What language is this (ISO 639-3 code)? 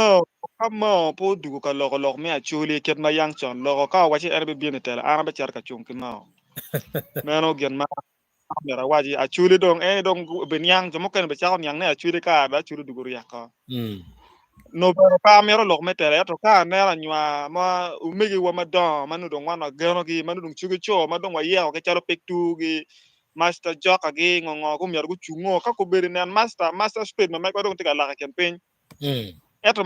ach